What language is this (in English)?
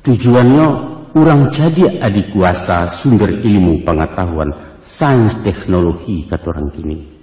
Minangkabau